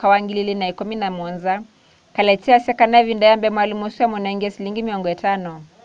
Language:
Kamba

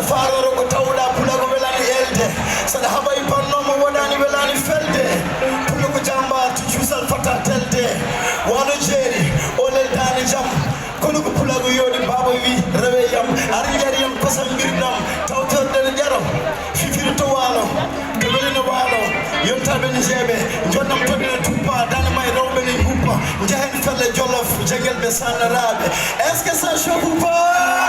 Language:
Fula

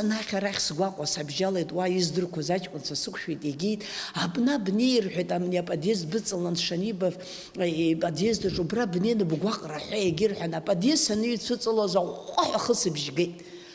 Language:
Abkhazian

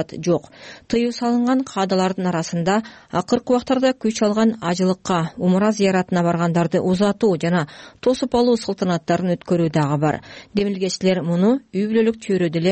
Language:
Kyrgyz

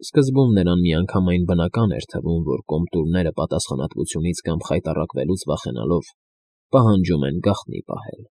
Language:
Armenian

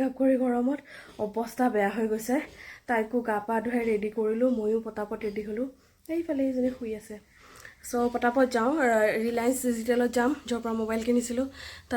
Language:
Assamese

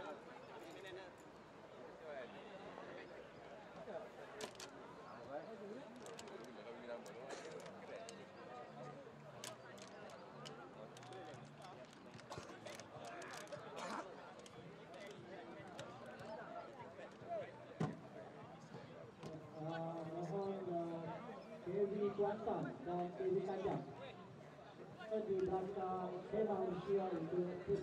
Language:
Malay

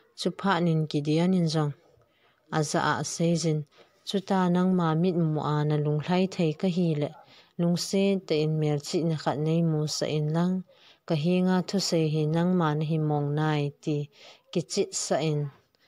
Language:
Thado Chin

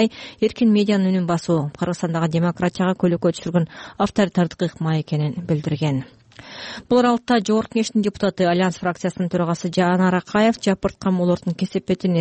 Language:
Kyrgyz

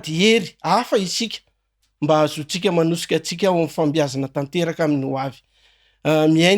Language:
Malagasy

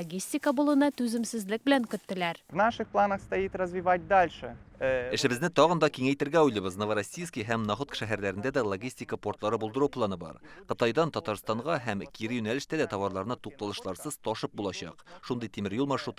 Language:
Tatar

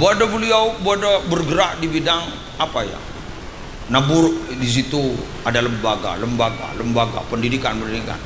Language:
Madurese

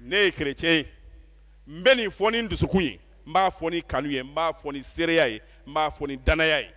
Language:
Bambara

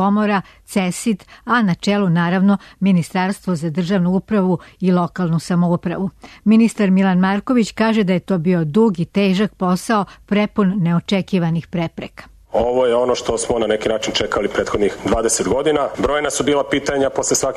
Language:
Serbian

